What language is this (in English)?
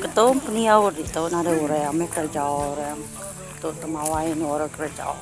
Iban